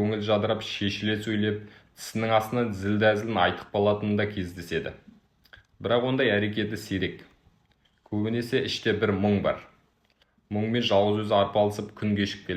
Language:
Kazakh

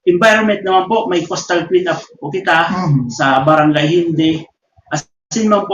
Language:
Bikol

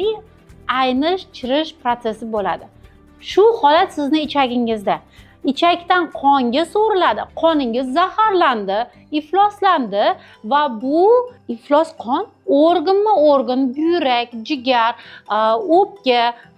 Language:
Uzbek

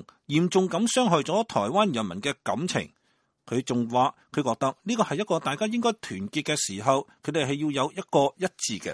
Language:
Cantonese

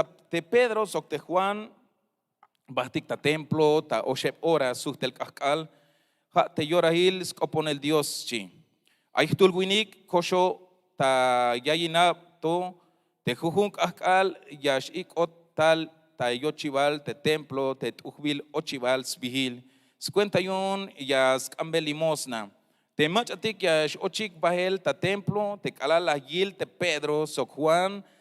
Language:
Tzeltal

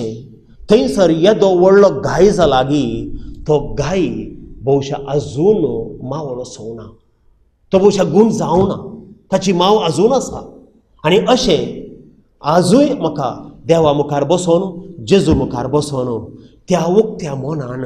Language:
Konkani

